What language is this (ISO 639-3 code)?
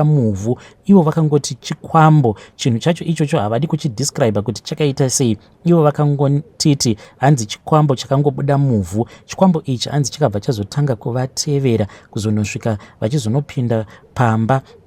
sna